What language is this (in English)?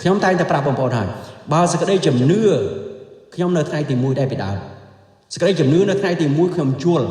Khmer